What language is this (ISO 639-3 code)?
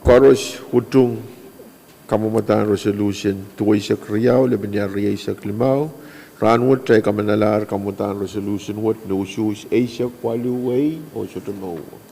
pon